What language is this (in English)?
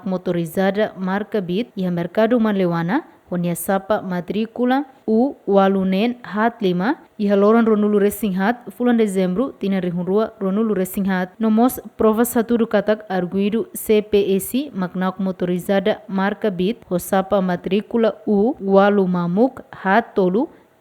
Tetum